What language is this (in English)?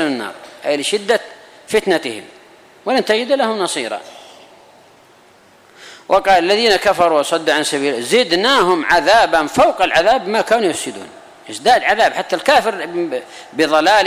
Arabic